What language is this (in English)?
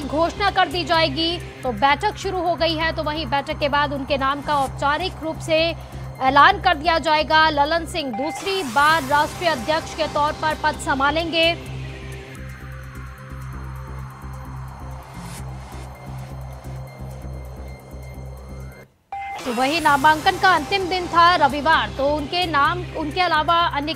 Hindi